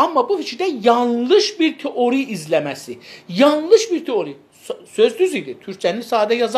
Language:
South Azerbaijani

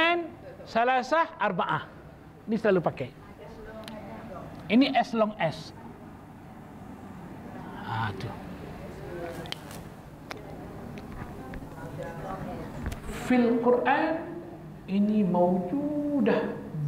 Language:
Malay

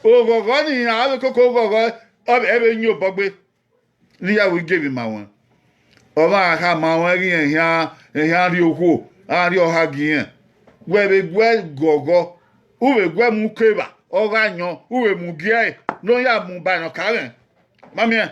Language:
Bini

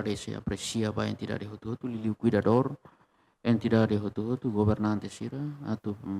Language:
Tetum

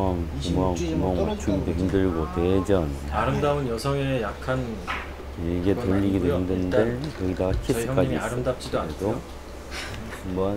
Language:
Korean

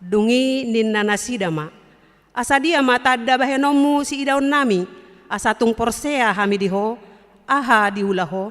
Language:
Batak Toba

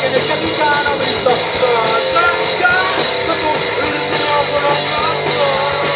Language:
Finnish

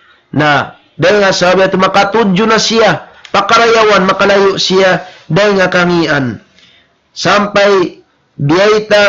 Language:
Tausug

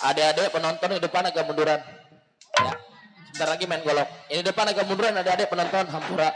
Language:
Betawi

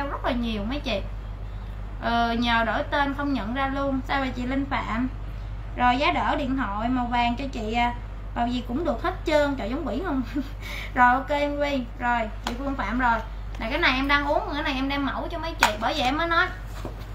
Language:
Vietnamese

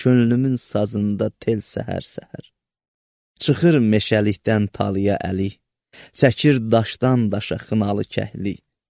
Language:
Azerbaijani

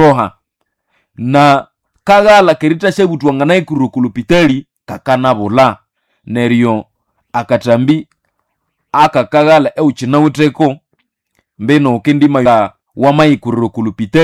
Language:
Nande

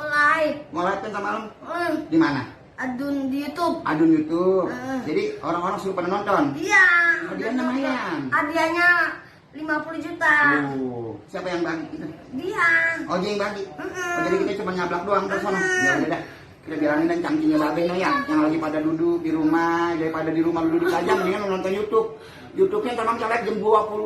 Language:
Betawi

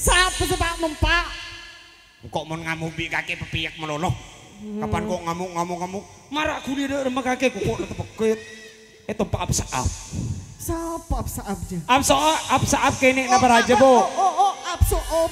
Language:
Madurese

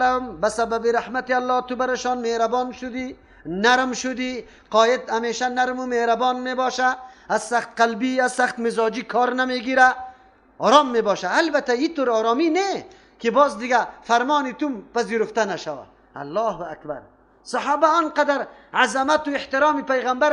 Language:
Persian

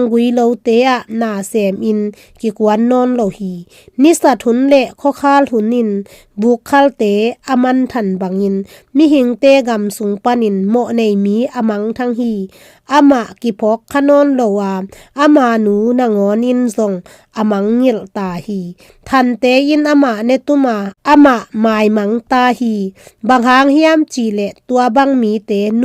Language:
Tedim Chin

